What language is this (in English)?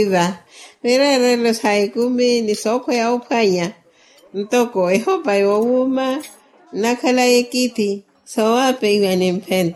Makhuwa